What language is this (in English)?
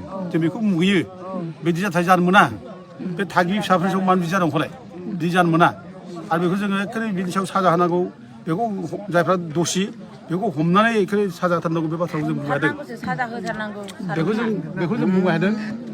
Bodo